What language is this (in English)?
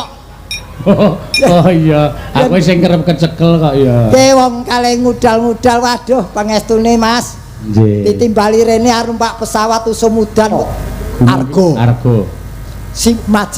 Javanese